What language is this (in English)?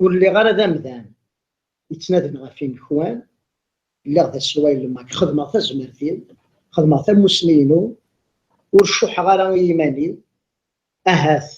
Kabyle